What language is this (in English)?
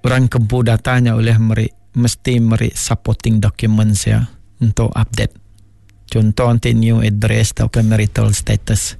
Iban